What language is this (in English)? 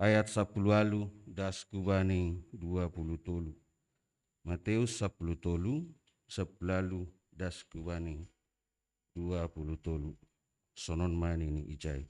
Batak Simalungun